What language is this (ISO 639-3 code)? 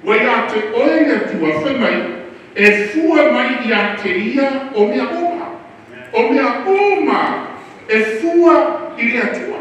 smo